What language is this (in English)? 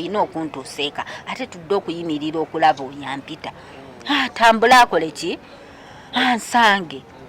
Ganda